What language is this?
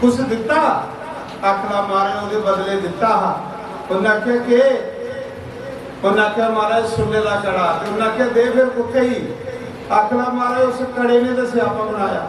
Dogri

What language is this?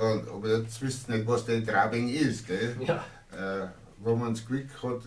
Bavarian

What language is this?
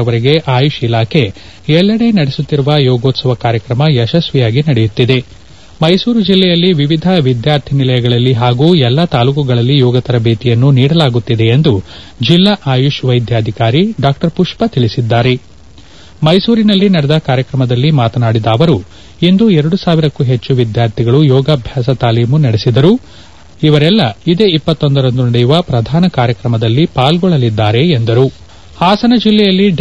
Kannada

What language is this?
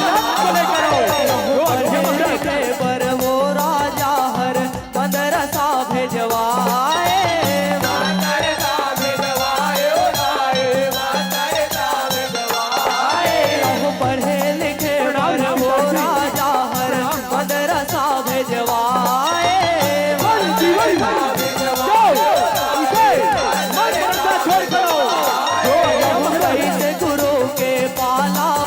Chhattisgarhi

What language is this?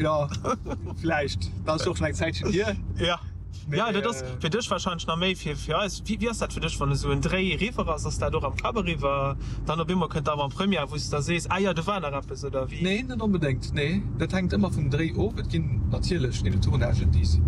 Luxembourgish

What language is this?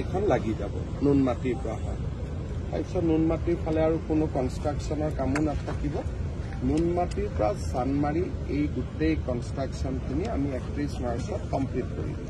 Assamese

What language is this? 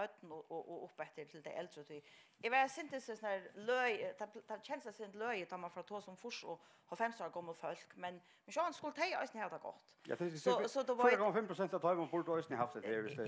Faroese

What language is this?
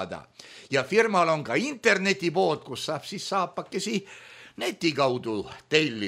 Estonian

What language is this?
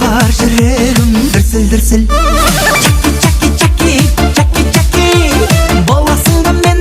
Kara-Kalpak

